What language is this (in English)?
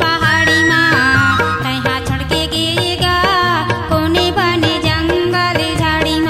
Chhattisgarhi